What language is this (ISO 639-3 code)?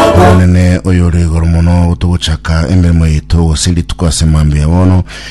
guz